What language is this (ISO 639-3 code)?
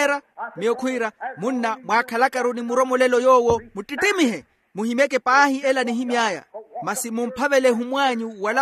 vmw